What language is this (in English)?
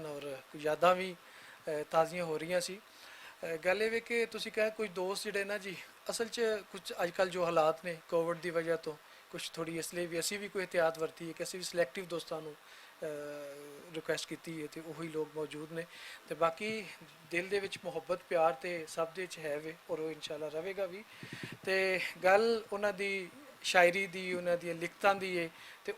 Western Panjabi